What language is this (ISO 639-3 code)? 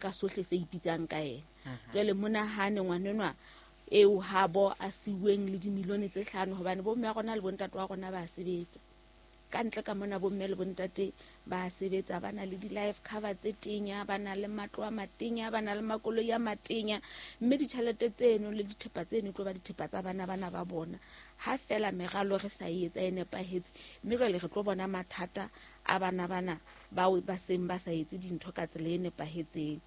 sot